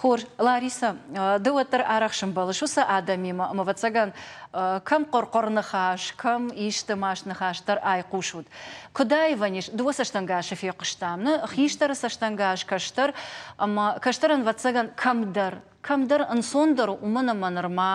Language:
Ossetic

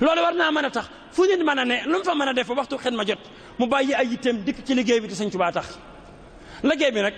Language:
Wolof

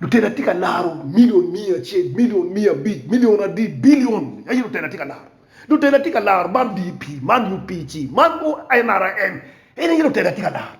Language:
Acoli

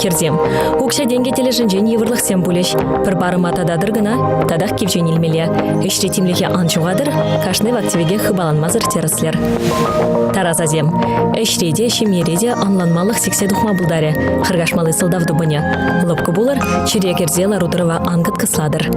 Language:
Chuvash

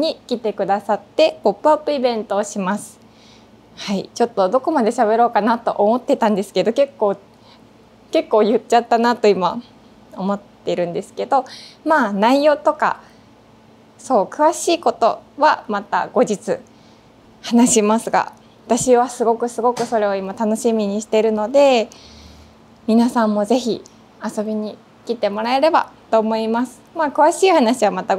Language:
Japanese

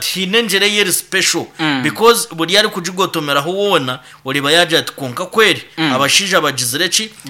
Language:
Nyankole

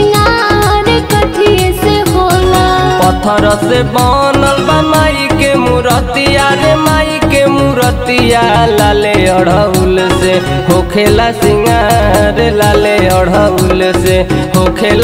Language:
Bhojpuri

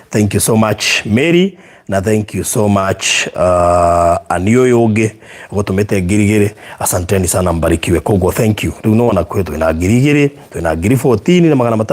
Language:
Kikuyu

